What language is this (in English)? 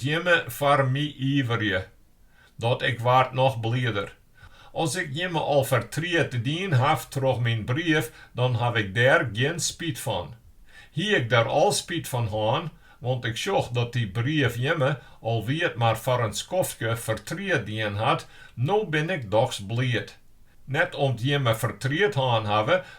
Western Frisian